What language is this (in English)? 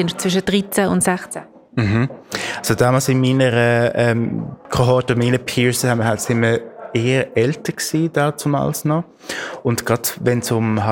German